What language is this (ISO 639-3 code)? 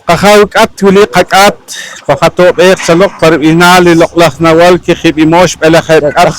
poh